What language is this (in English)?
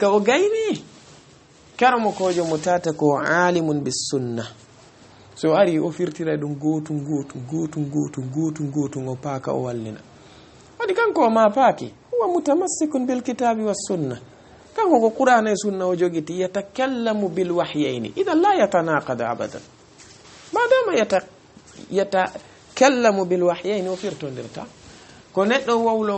Fula